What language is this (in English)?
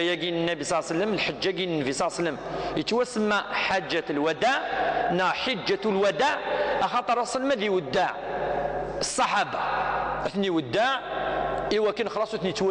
Kabyle